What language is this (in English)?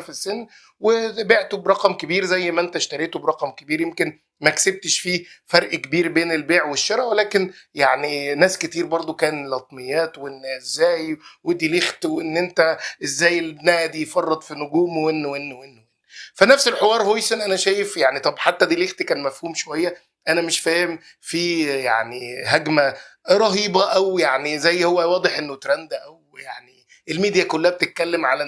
Egyptian Arabic